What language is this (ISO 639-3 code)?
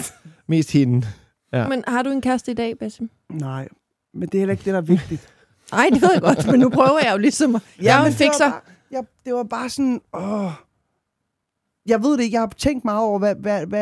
dan